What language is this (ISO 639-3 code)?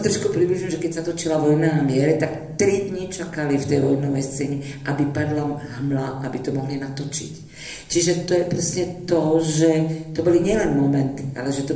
slk